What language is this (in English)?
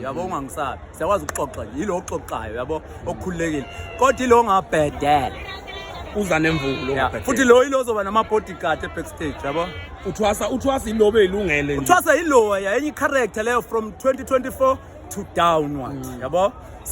Zulu